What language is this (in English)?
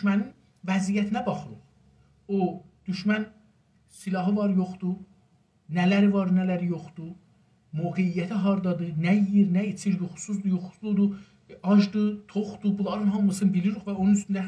South Azerbaijani